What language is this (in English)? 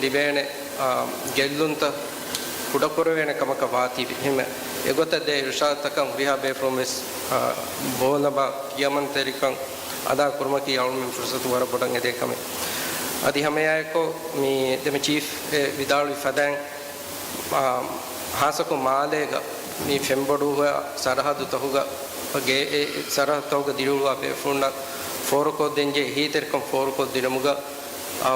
Divehi